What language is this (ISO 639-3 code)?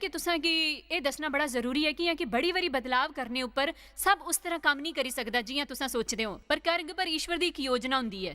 doi